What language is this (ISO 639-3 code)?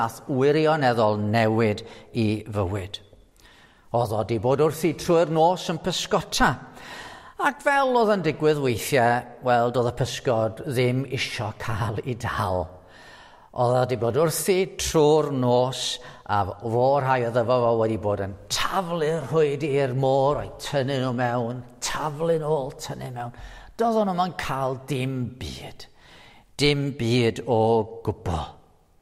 cym